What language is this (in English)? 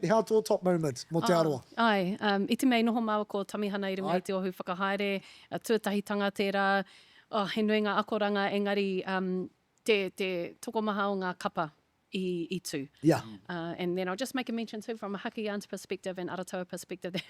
Māori